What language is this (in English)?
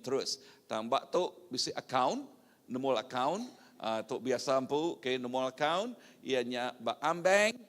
Iban